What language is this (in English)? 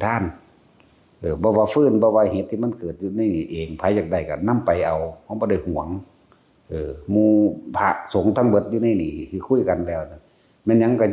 Lao